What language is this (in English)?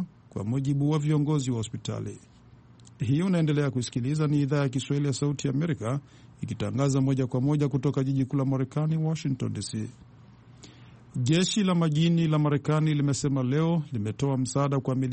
Swahili